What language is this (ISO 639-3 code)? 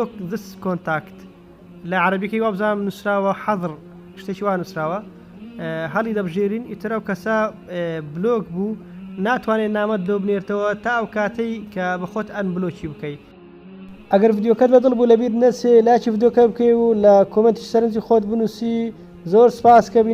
ckb